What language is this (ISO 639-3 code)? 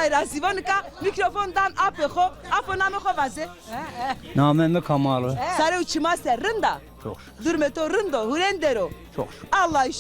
zza